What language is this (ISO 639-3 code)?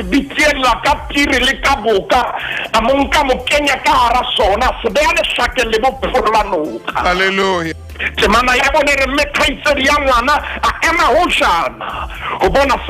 sot